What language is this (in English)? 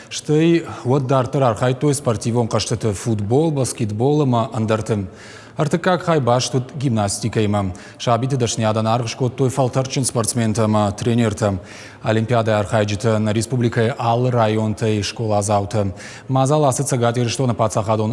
Ossetic